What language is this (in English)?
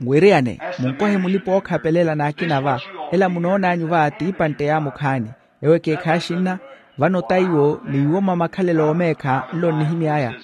Makhuwa